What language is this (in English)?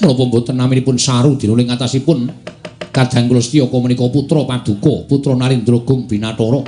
Javanese